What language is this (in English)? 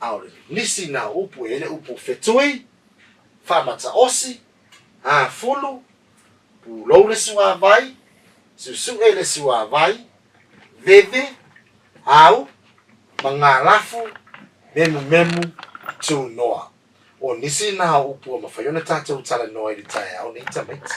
Samoan